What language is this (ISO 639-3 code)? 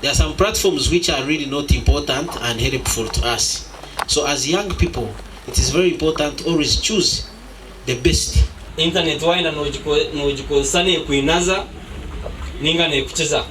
nyn